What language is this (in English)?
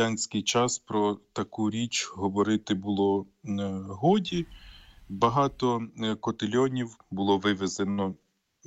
Ukrainian